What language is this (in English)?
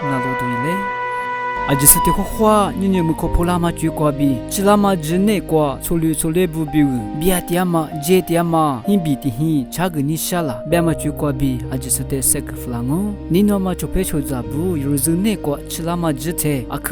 Lisu